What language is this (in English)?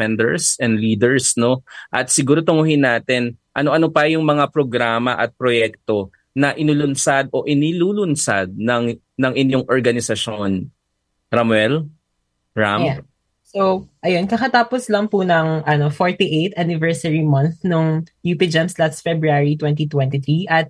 Filipino